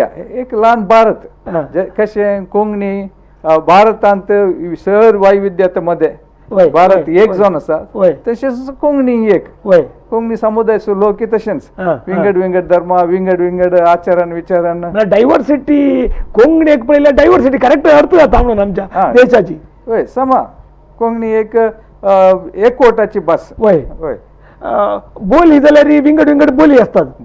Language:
Konkani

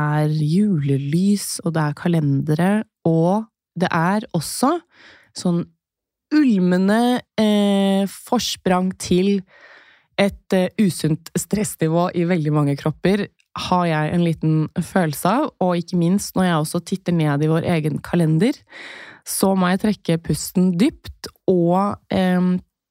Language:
Norwegian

